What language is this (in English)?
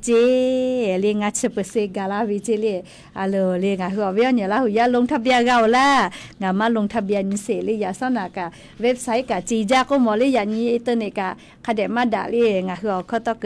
Lahu